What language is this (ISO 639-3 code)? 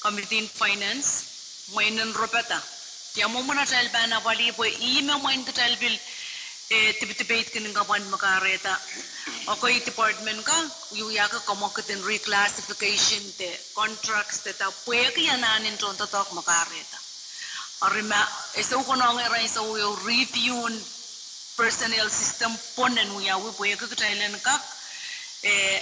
pon